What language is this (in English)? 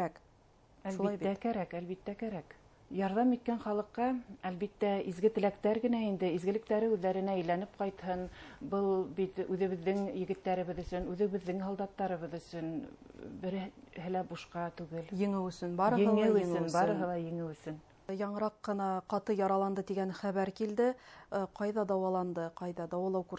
Bashkir